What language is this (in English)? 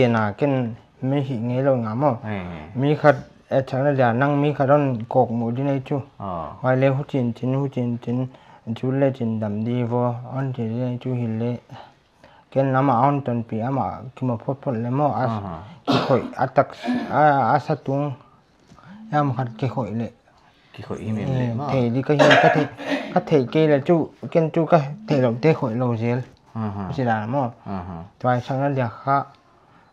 Paite Chin